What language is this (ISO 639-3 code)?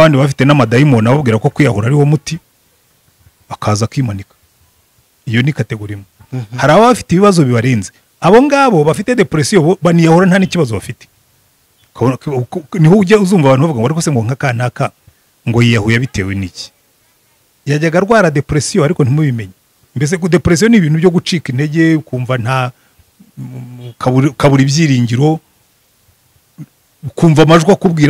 kin